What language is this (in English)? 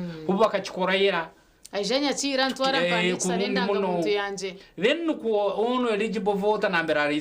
Nyankole